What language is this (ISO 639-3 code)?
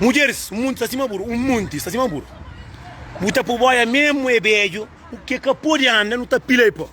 kea